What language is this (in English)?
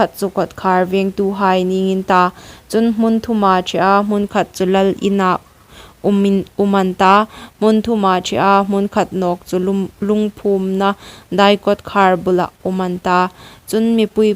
Hmar